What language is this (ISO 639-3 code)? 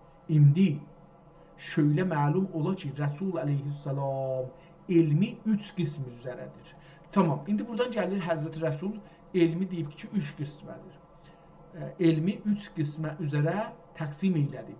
azb